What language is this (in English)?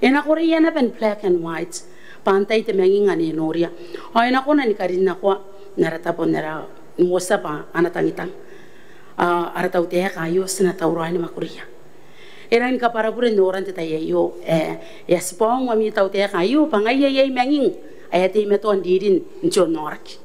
Gilbertese